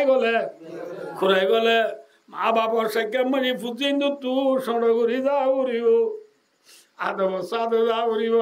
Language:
Rohingya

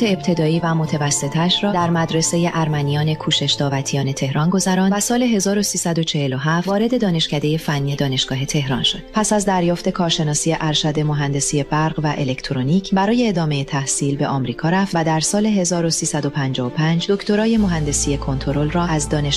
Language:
Persian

